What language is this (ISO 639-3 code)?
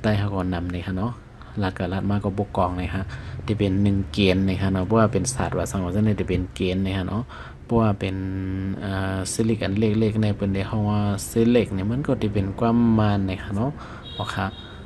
shn